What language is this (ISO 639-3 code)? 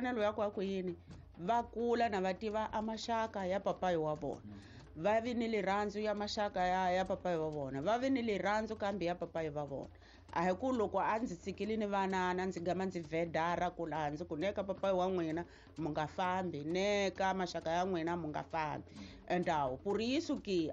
tso